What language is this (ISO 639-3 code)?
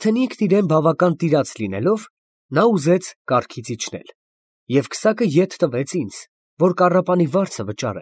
hye